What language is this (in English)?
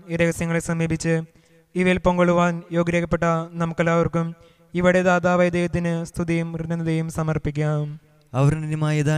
Malayalam